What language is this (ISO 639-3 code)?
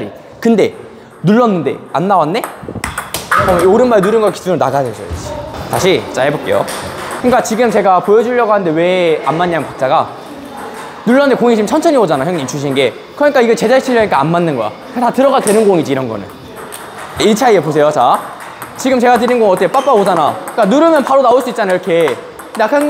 kor